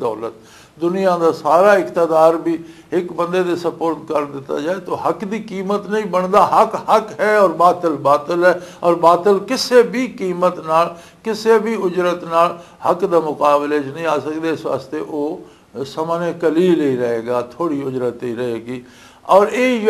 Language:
Western Panjabi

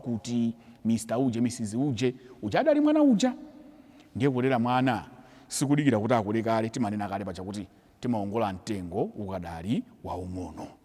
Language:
Nyanja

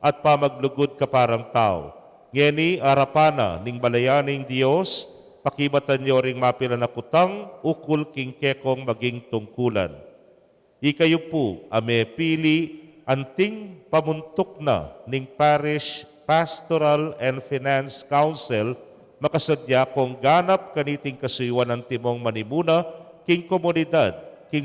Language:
Pampanga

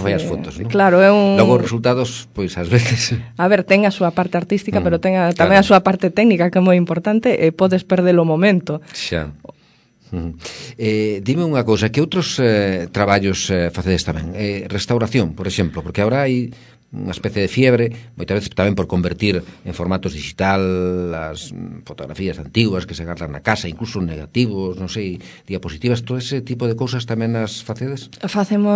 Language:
Galician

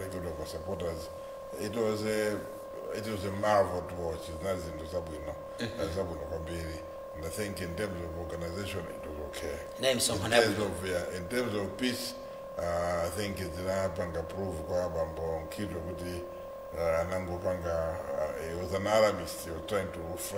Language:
Nyanja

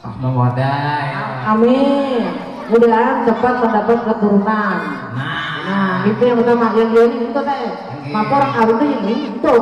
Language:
Banjar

